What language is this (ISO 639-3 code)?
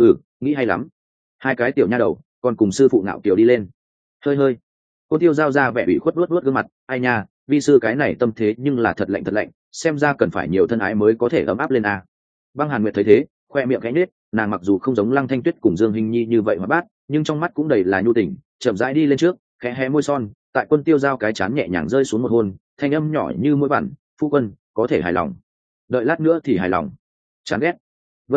vie